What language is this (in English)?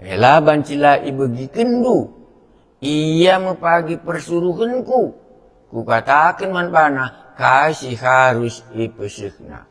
Batak Karo